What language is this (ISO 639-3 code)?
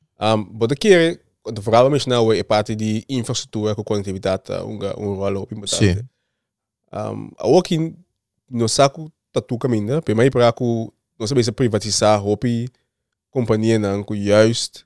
pap